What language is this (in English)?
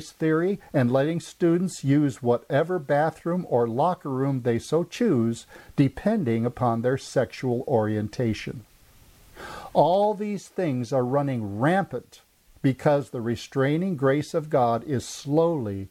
English